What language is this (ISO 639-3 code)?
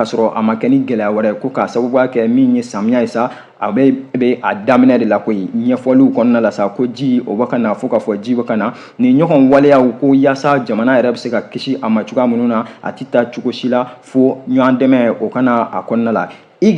bam